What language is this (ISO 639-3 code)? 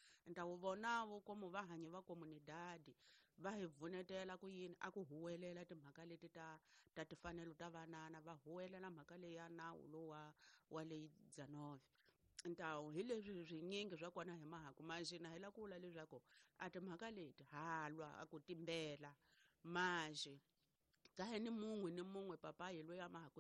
tso